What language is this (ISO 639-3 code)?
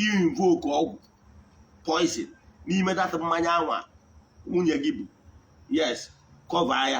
ibo